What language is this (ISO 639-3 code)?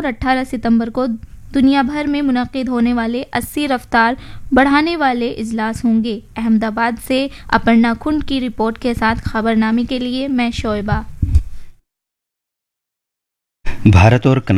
urd